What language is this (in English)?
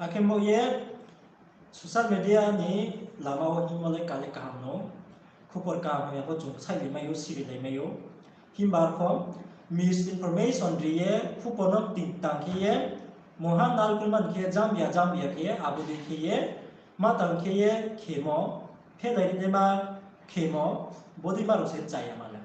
Riang (India)